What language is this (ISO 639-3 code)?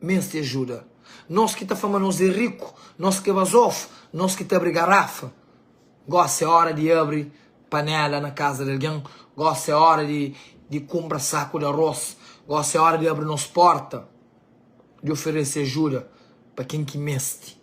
kea